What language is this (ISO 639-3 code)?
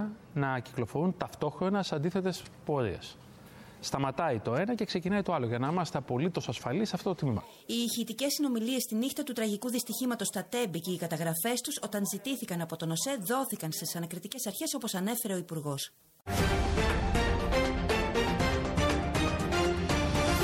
ell